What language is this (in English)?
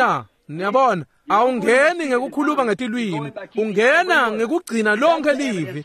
Swati